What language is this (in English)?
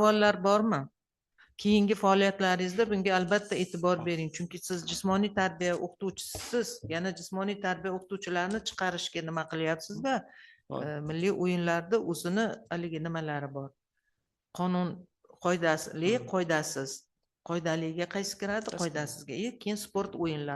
Uzbek